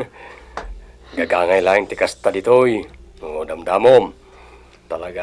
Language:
Iloko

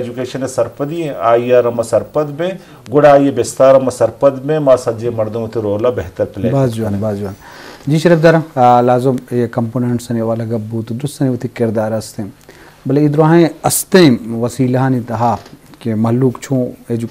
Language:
Eastern Balochi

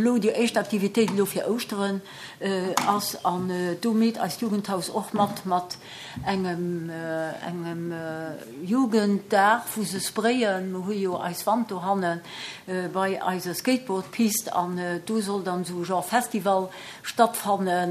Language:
Luxembourgish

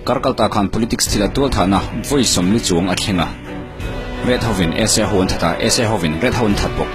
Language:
Mizo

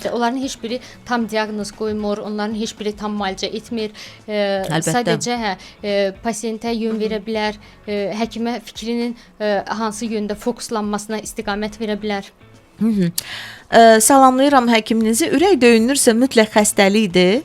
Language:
Azerbaijani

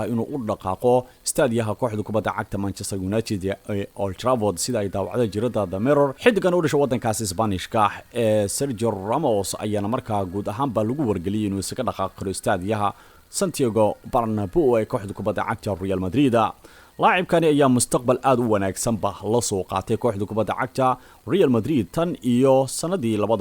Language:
Somali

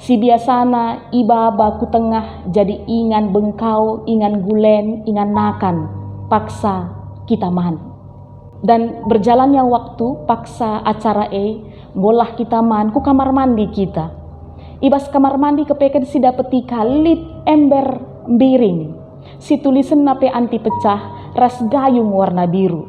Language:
Batak Karo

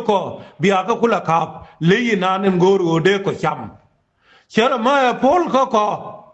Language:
Nuer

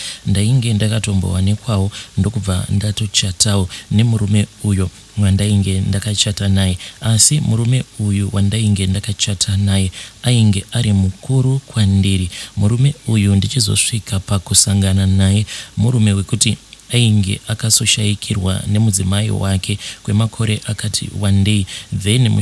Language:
Shona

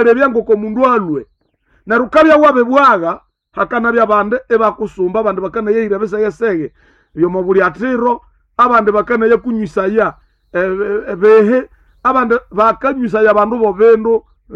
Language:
Nande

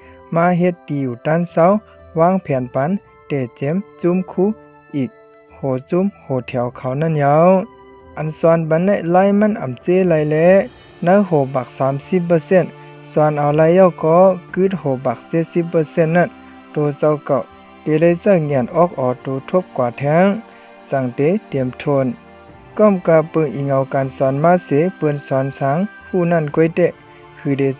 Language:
Shan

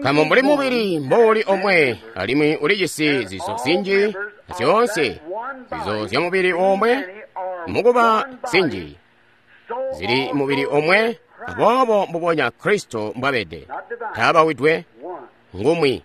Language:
Tonga (Zambia)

